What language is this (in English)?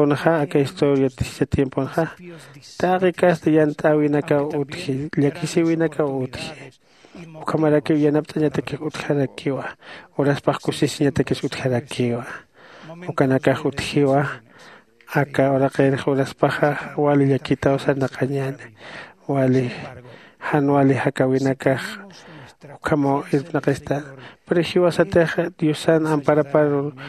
Aymara